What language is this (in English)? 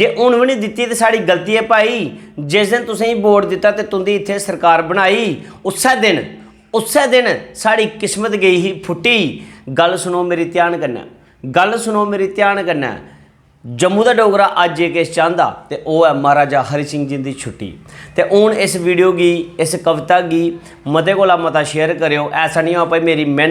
Dogri